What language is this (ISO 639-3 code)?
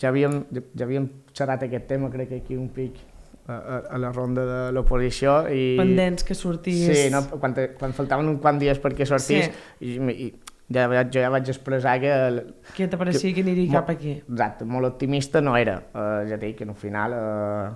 cat